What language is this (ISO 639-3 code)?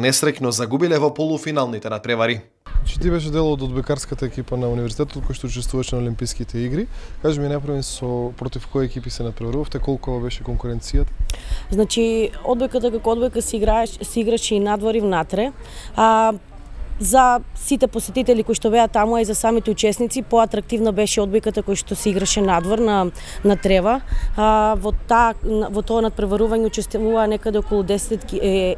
mkd